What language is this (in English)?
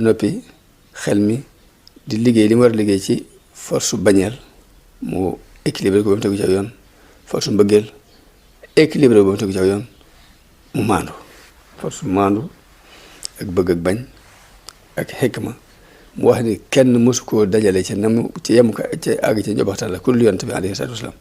Wolof